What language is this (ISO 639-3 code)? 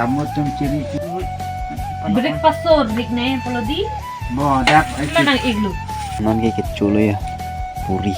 mjw